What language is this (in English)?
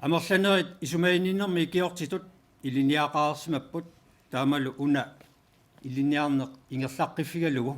Kalaallisut